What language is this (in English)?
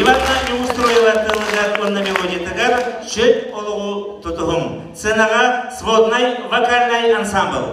Yakut